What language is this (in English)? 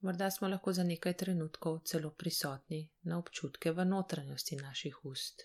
Slovenian